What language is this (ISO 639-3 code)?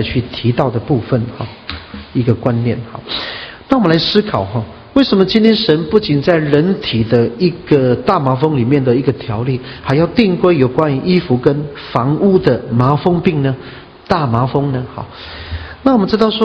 zho